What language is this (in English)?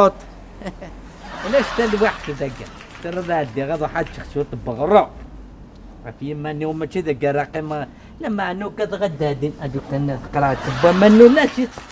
Kabyle